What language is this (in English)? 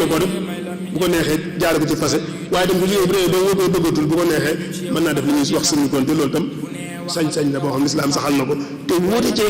Wolof